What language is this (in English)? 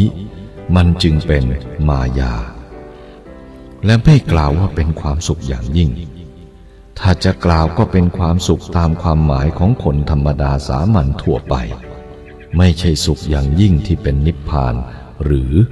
Thai